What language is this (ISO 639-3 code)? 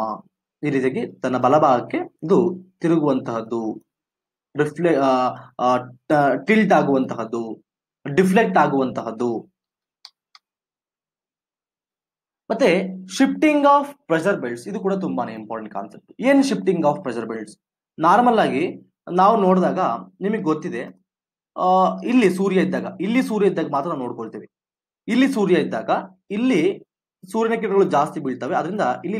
kan